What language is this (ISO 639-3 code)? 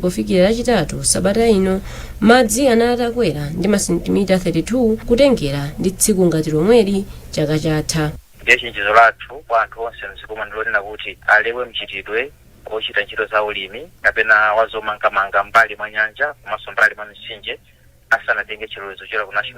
nya